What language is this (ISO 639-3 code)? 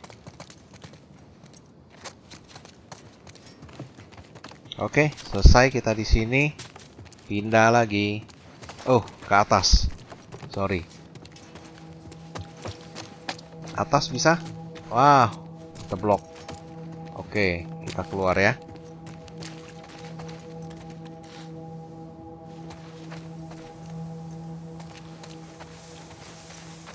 ind